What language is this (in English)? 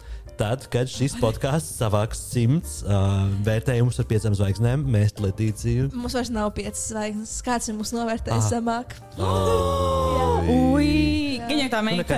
Latvian